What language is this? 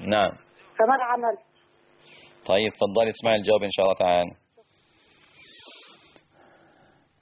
Arabic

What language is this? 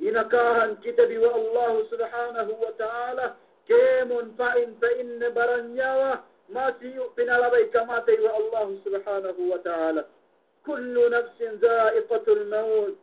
Yakan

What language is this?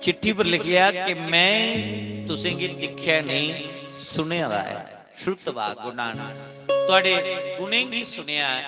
Dogri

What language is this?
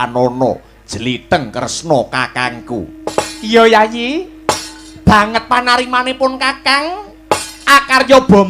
Javanese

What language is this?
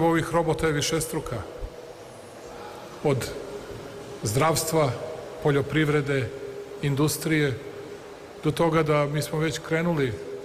Serbian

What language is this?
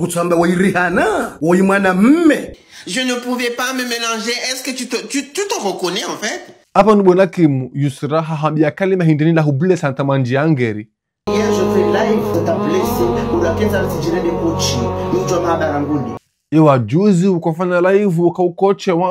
Ngazidja Comorian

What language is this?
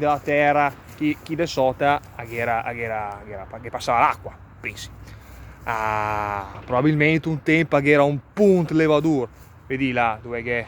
Lombard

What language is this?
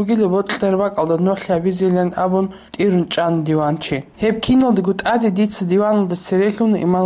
Avaric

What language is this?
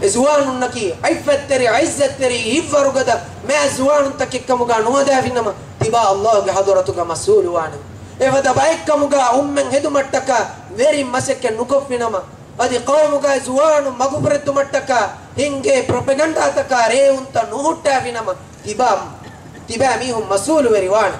Divehi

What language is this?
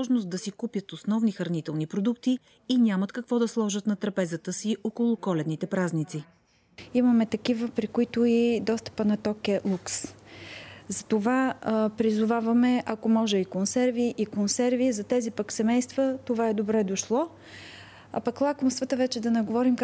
Bulgarian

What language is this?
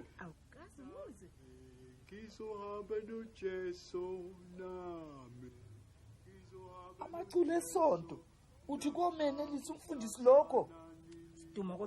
Zulu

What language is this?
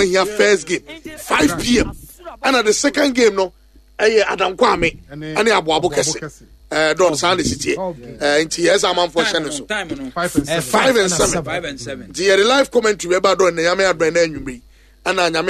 Akan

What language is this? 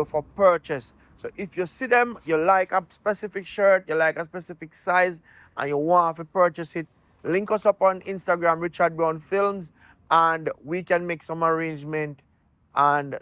Jamaican Creole English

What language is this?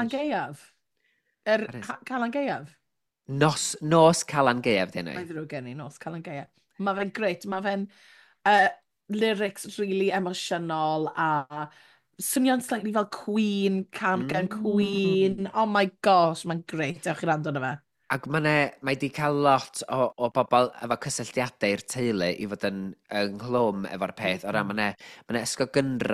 Welsh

